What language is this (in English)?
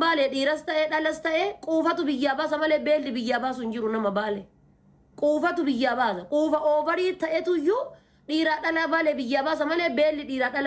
Oromo